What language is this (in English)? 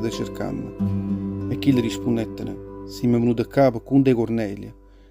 Neapolitan